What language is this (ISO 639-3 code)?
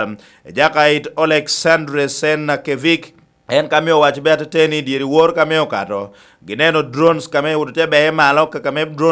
laj